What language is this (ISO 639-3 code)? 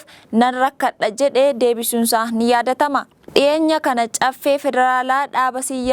orm